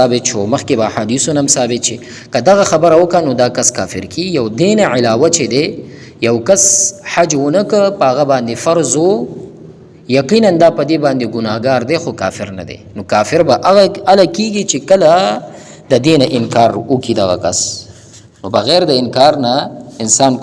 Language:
Pashto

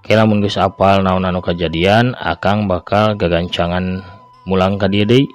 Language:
Sundanese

